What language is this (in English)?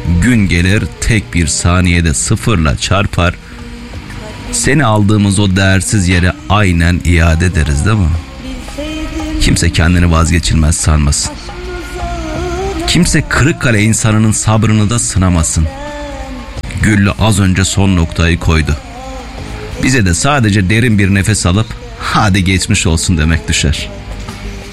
Turkish